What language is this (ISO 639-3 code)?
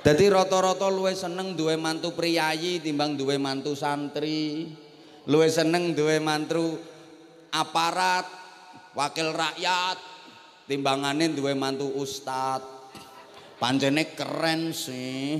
jav